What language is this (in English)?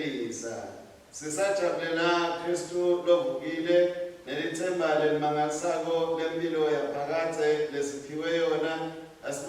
Swati